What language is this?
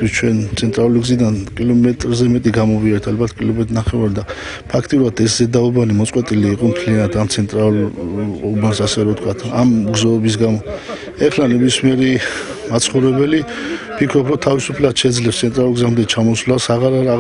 Georgian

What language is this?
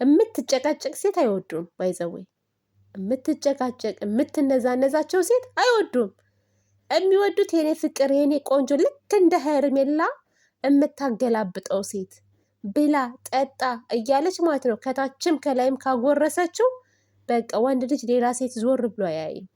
Amharic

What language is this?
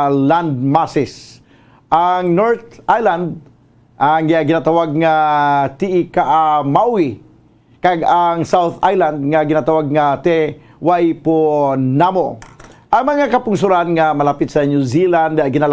Hiligaynon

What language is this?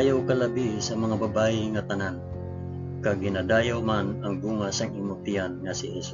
Hiligaynon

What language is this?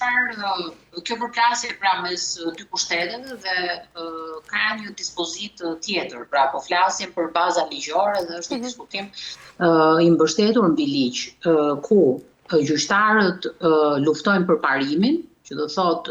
Albanian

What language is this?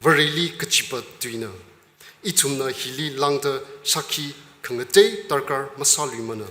Tangkhul Naga (India)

